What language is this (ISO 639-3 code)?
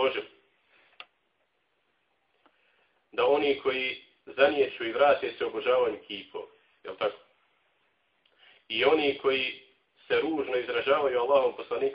bos